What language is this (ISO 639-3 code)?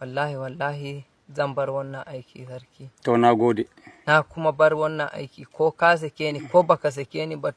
hau